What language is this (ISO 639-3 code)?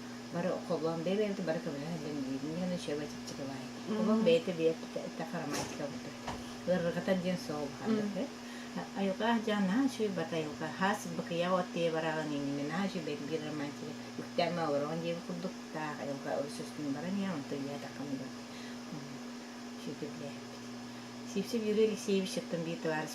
sah